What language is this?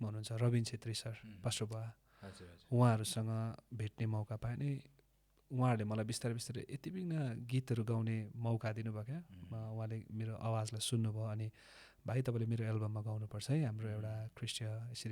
Nepali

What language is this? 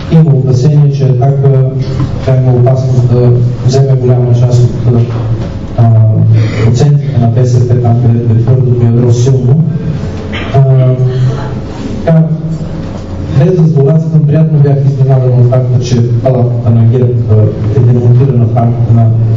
Bulgarian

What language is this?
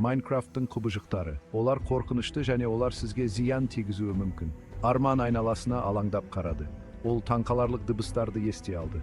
Kazakh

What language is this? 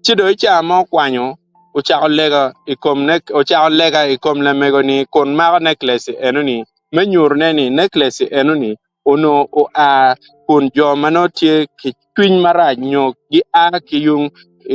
Acoli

